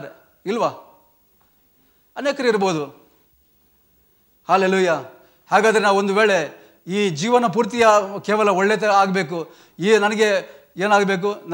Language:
Kannada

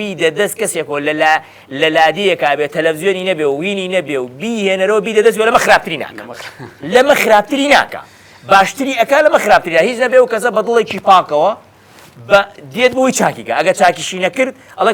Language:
Central Kurdish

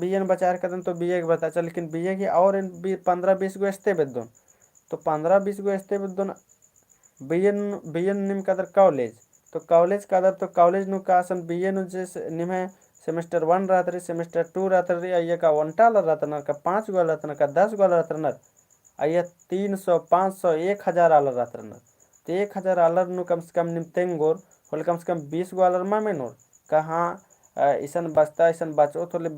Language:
Kurukh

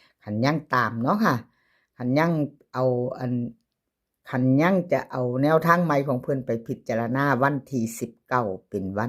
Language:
Northeastern Thai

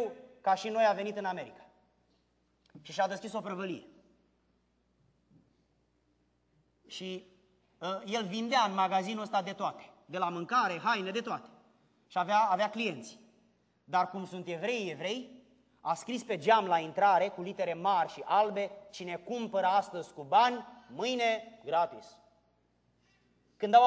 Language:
Romanian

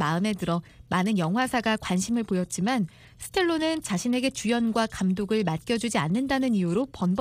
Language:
Korean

